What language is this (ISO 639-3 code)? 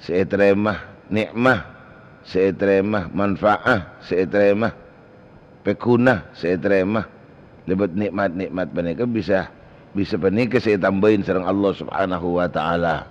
mad